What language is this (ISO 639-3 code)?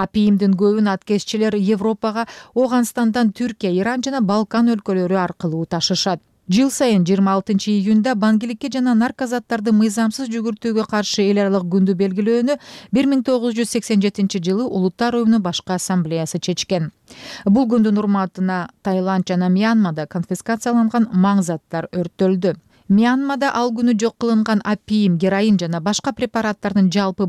kir